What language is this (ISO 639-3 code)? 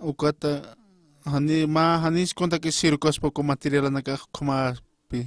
aym